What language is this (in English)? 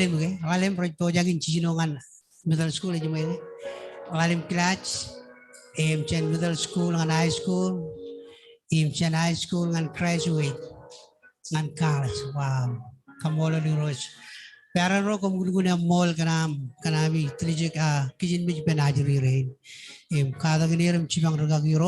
Marshallese